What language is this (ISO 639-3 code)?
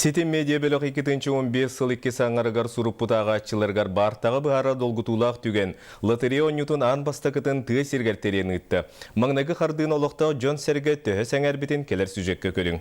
sah